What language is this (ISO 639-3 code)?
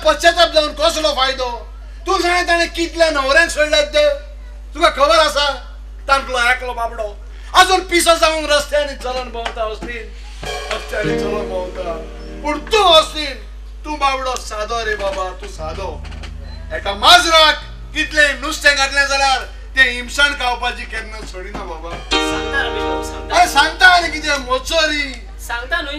kok